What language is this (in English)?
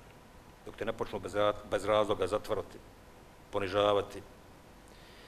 Bosnian